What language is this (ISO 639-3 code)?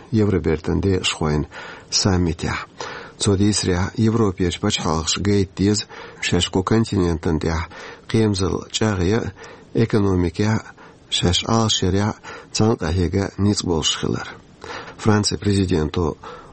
che